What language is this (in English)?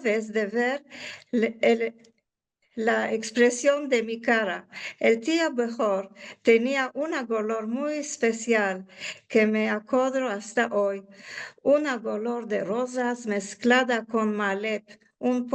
Ladino